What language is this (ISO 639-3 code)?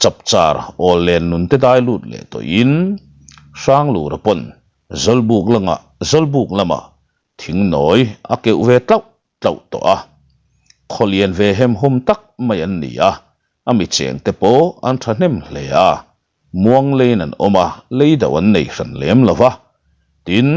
lus